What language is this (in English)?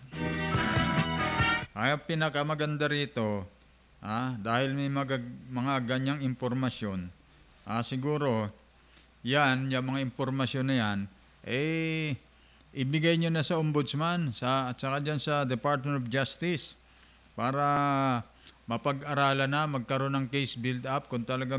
Filipino